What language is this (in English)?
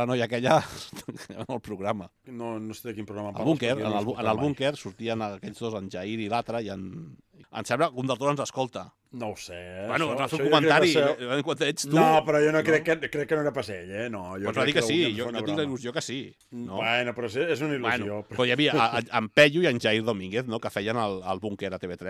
Catalan